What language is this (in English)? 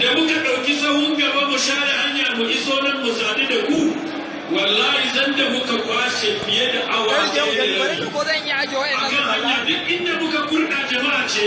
Hausa